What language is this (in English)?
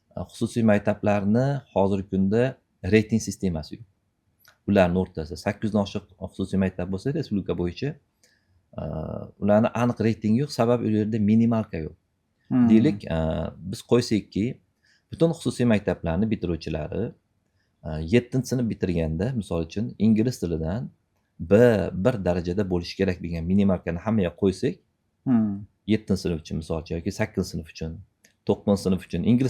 Uzbek